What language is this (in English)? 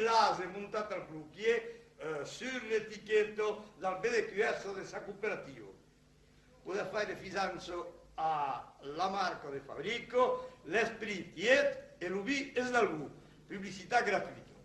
Occitan